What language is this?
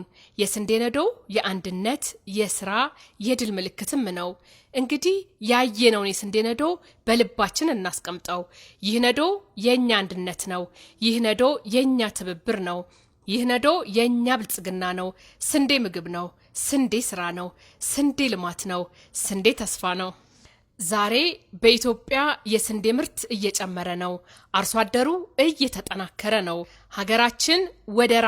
Amharic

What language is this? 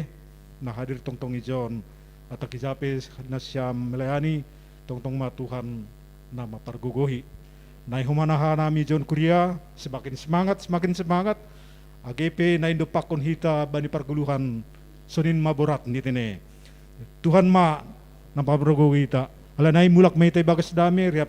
Batak Simalungun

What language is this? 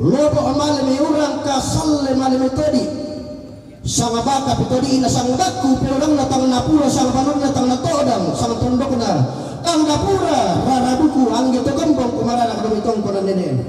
Toraja-Sa'dan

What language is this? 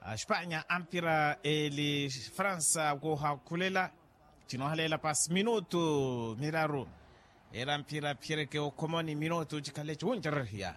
Makhuwa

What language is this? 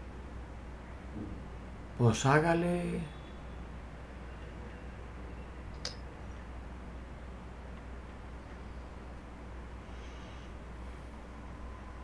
Spanish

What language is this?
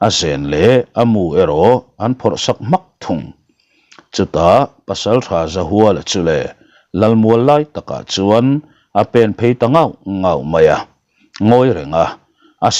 Mizo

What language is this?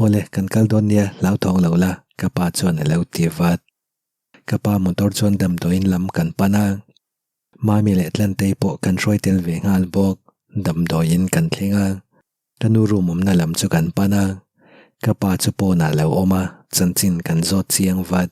Mizo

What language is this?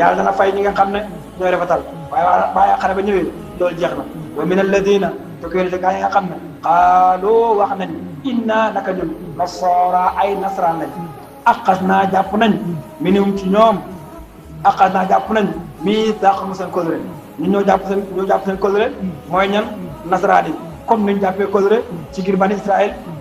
Wolof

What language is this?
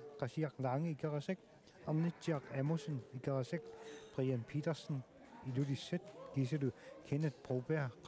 Kalaallisut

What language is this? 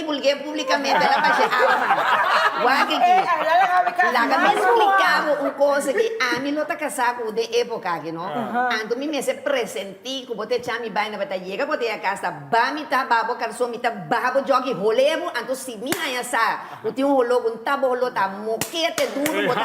Papiamento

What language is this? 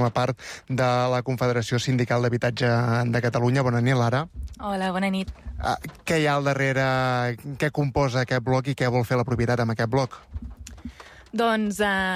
Catalan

